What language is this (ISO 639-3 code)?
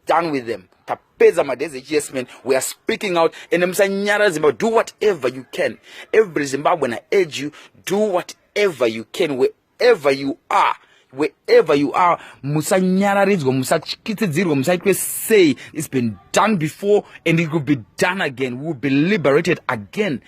sna